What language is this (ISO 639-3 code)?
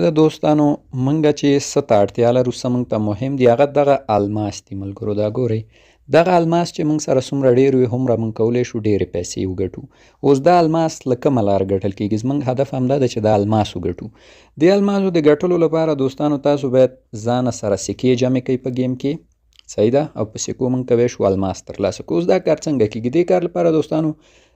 pus